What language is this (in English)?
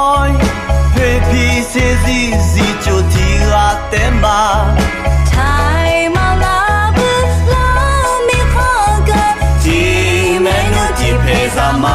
Akha